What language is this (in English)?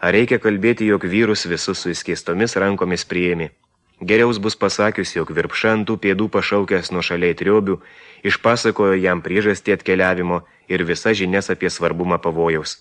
Lithuanian